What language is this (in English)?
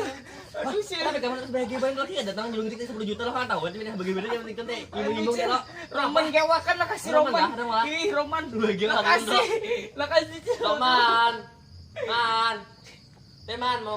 Banjar